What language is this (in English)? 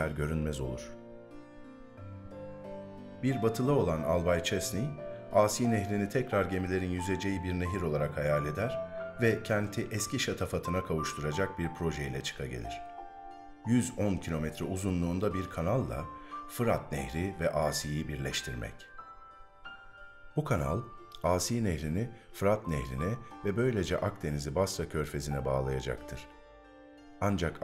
Turkish